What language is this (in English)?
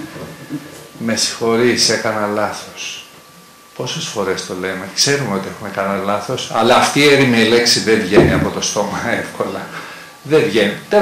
Greek